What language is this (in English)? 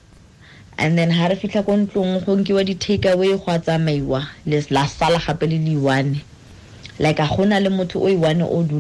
Tswana